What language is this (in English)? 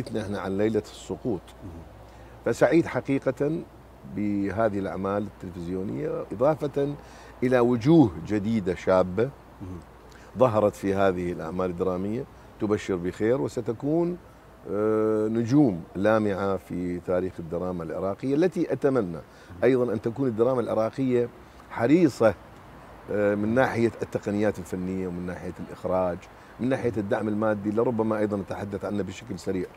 Mesopotamian Arabic